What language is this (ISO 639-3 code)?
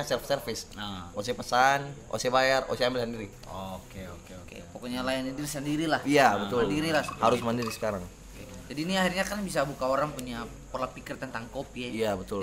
abs